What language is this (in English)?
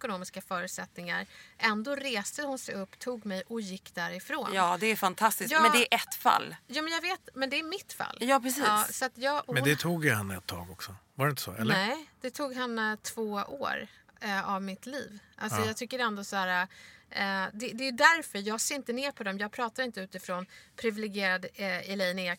Swedish